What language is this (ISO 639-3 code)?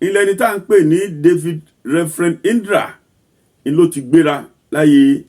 yor